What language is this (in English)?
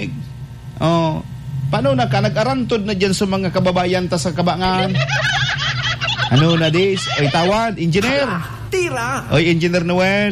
Bikol